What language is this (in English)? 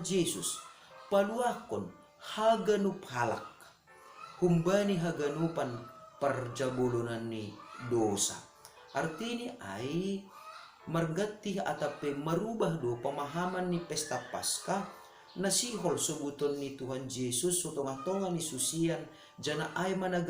Batak Simalungun